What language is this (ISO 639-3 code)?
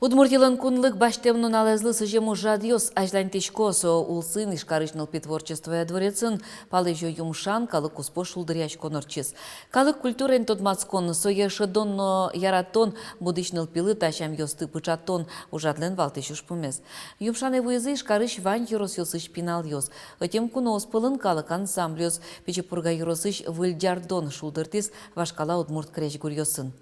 udm